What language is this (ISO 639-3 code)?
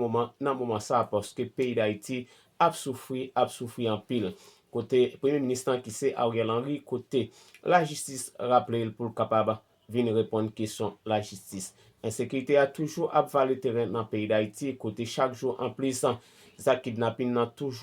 hat